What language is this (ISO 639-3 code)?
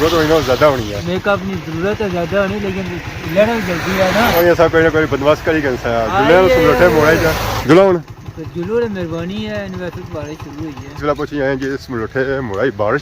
phr